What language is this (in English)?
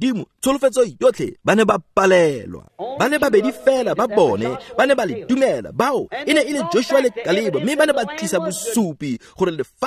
Tswana